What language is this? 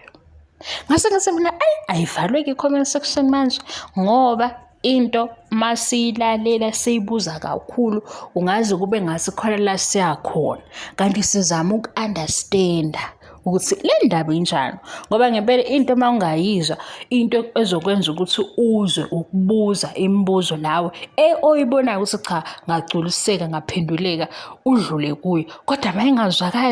Zulu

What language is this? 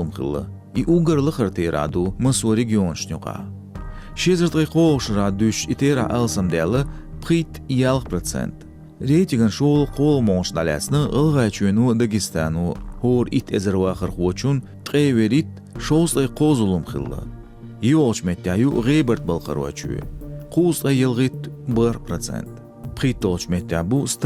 Chechen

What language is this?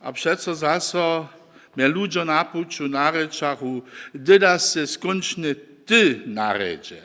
Upper Sorbian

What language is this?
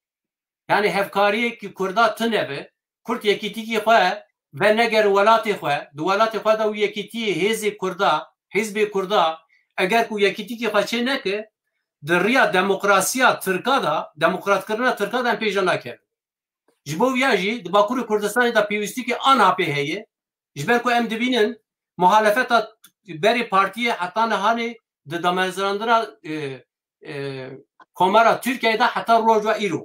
Kurdish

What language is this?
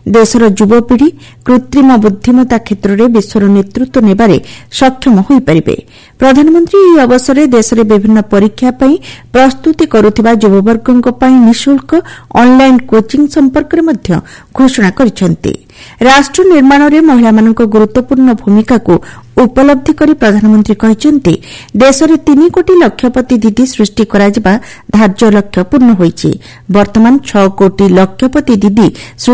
Odia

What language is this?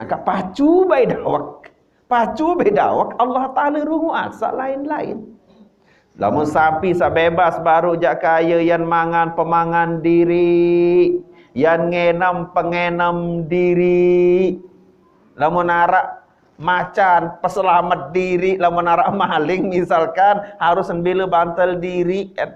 Sasak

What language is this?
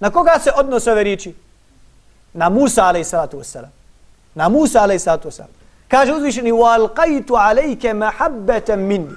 Bosnian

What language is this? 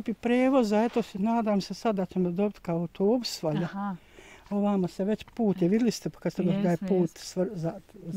Bosnian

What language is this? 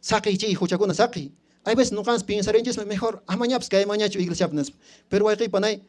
Quechua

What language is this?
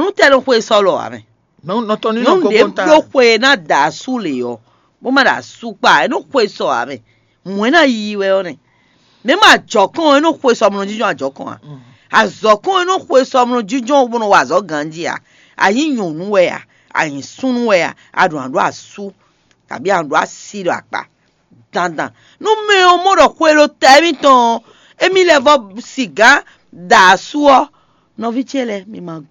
Fon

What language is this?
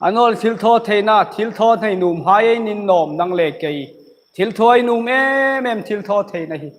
Hmar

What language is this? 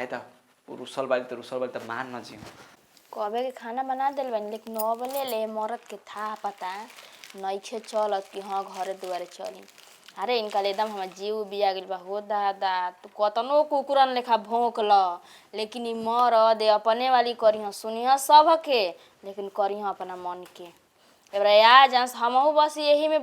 Bhojpuri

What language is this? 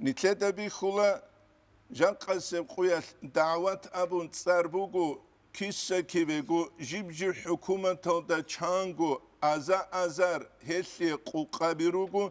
Avaric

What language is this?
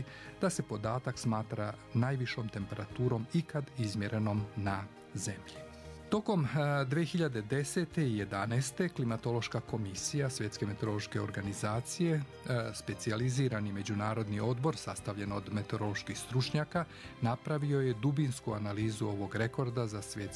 Serbian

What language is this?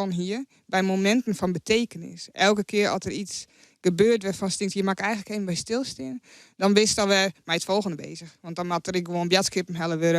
Western Frisian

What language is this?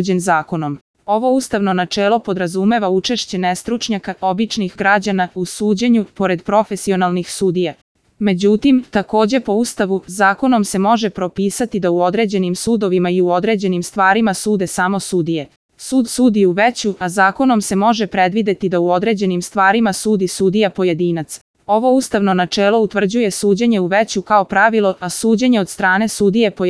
Serbian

